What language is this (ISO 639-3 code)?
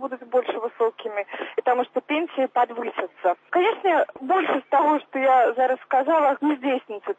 bel